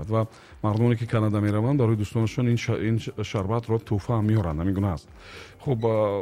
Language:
Tajik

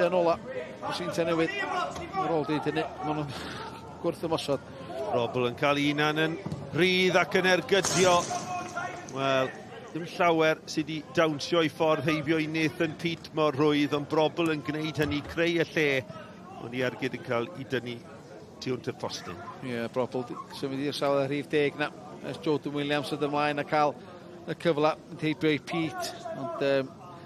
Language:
Welsh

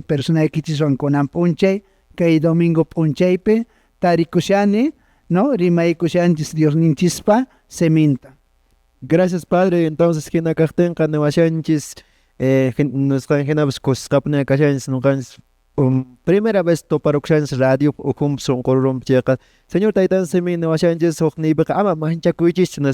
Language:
Quechua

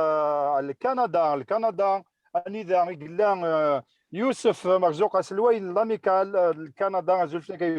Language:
Kabyle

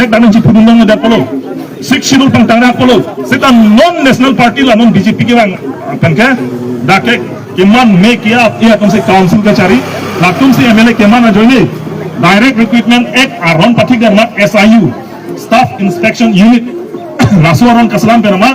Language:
Karbi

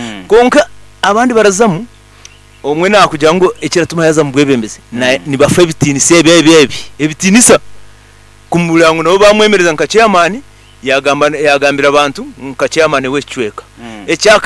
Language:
Nyankole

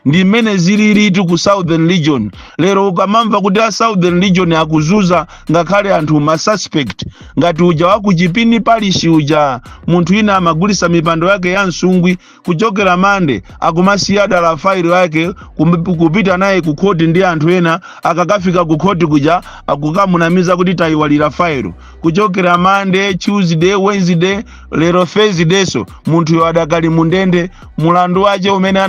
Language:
Nyanja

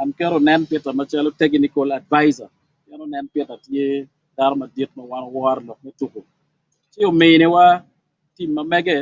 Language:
Acoli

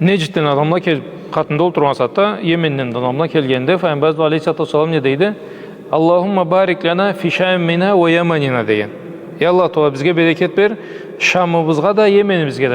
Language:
Karachay-Balkar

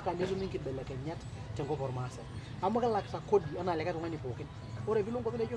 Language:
Masai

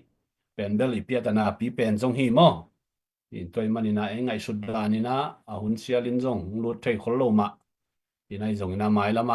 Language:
Tedim Chin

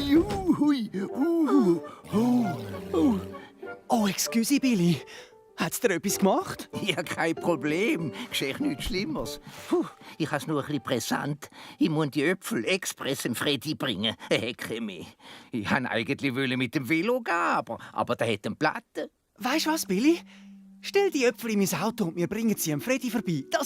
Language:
Swiss German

